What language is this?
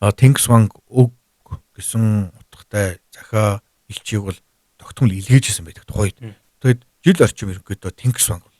Mongolian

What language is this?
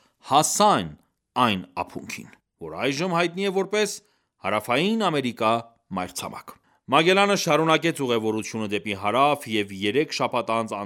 Armenian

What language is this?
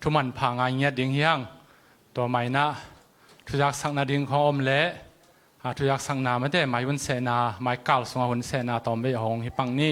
Tedim Chin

